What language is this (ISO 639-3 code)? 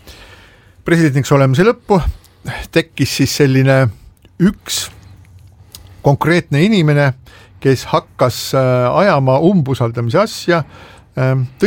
est